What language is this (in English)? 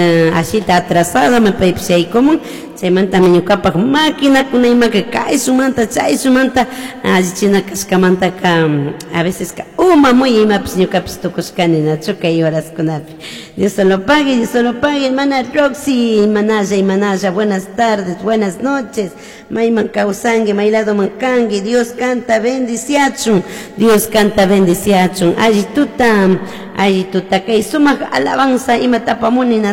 Chimborazo Highland Quichua